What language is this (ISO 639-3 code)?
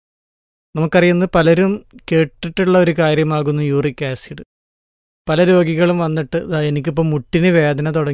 mal